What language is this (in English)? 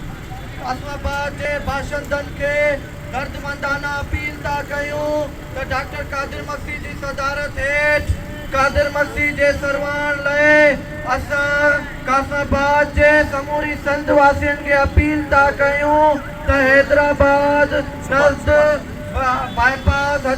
Sindhi